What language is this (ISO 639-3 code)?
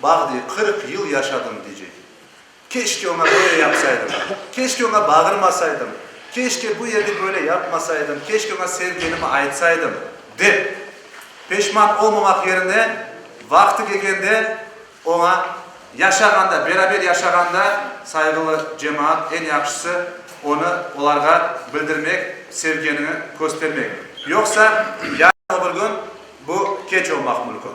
crh